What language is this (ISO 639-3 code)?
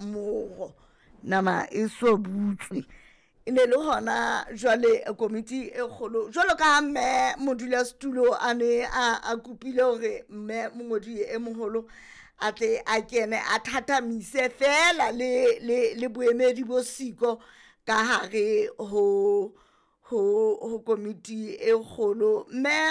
sot